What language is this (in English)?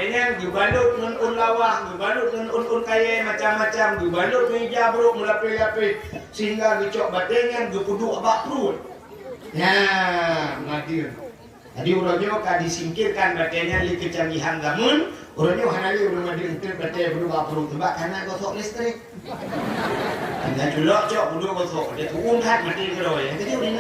Achinese